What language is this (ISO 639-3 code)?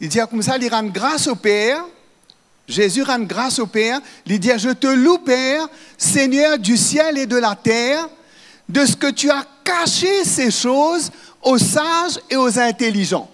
mfe